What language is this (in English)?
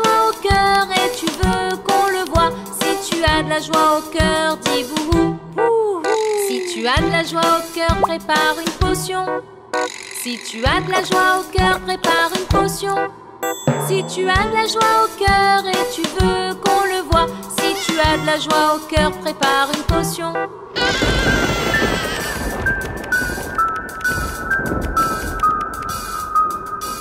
French